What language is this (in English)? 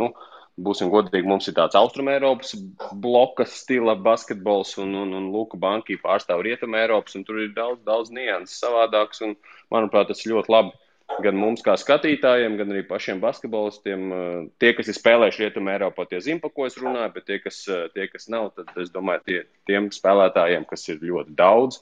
Latvian